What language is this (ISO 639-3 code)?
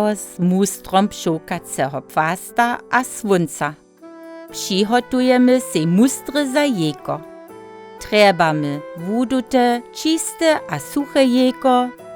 hsb